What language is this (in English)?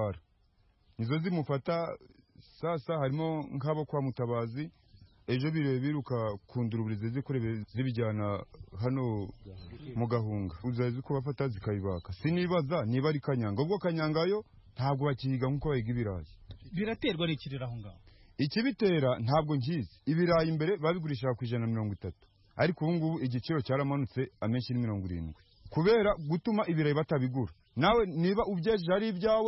Kinyarwanda